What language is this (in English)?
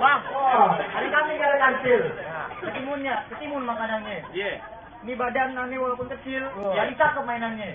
Betawi